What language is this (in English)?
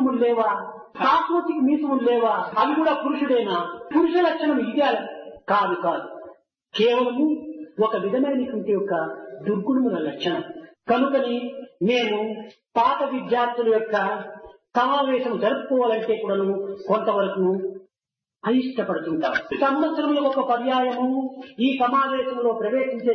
Telugu